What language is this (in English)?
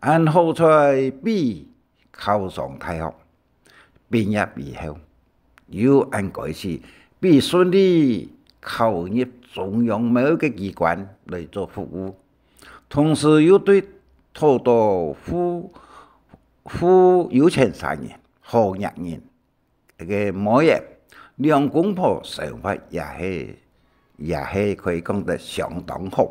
Hakka Chinese